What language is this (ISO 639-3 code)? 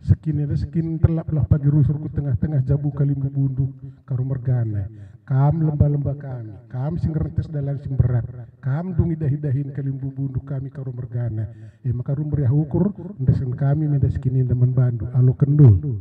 btx